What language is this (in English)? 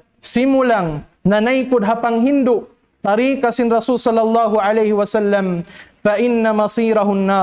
Tausug